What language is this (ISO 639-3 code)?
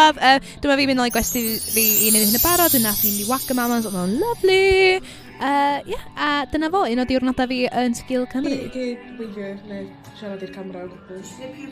cym